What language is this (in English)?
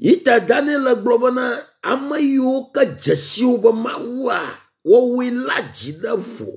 Ewe